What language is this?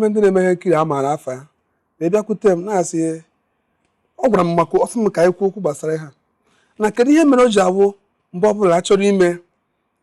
Igbo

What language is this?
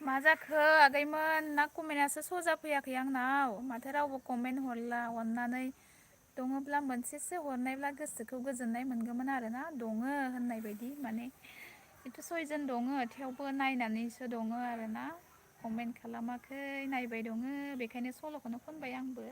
Bodo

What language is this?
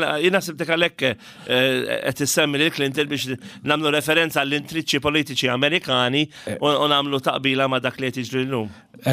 Maltese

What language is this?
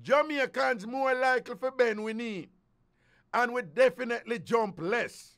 Jamaican Creole English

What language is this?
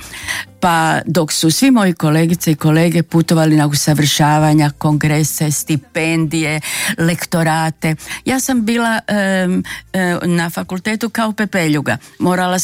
Croatian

